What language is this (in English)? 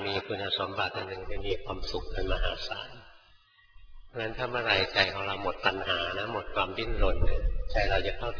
Thai